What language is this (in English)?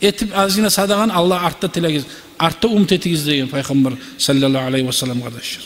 Kumyk